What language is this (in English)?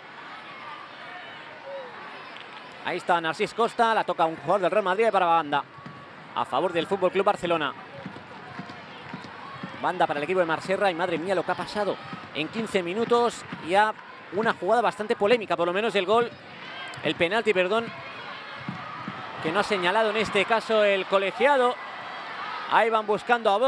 Spanish